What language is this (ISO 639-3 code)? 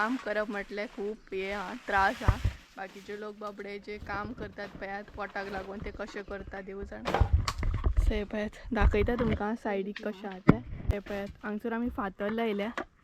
kok